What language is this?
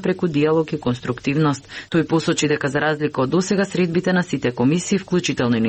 Macedonian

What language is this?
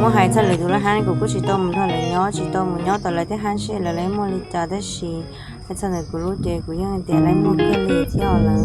Hmong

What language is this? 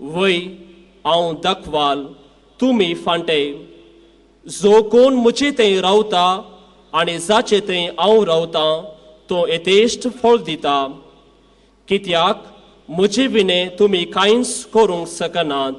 Konkani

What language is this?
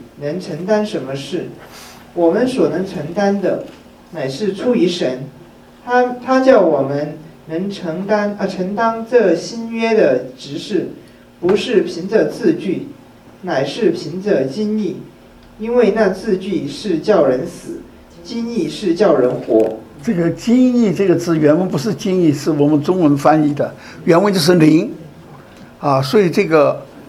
Chinese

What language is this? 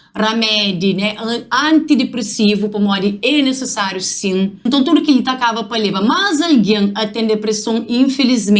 Kabuverdianu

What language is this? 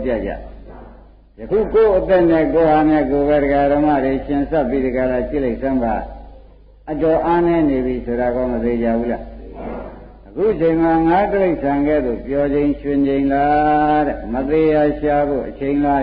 Burmese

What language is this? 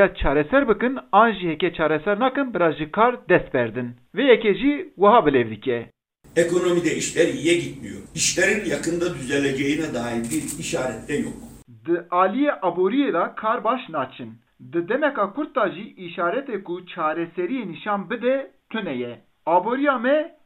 Kurdish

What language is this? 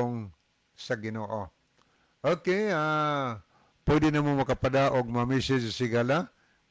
Cebuano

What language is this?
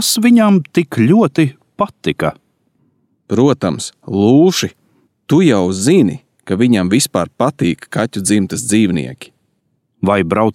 Latvian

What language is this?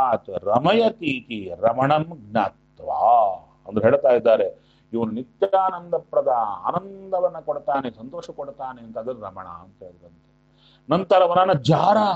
Kannada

